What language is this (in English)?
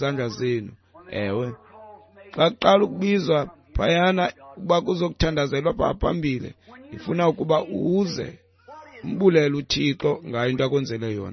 Xhosa